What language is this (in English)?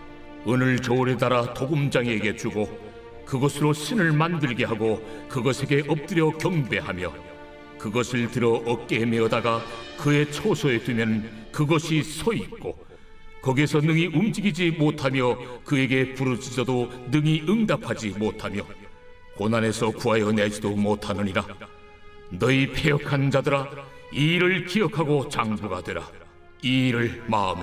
Korean